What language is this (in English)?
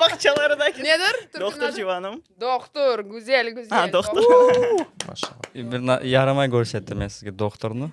Crimean Tatar